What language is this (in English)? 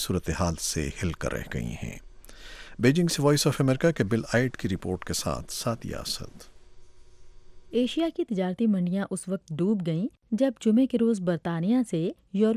Urdu